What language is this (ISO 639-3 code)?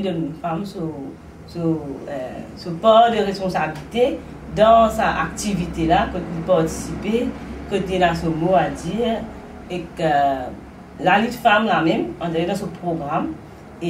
mfe